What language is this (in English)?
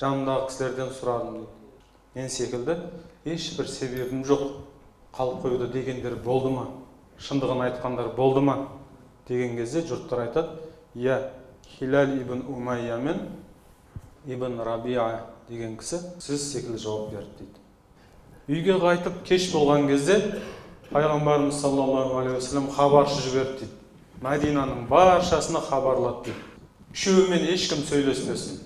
Kazakh